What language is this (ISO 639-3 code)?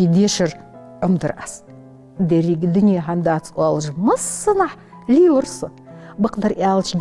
inh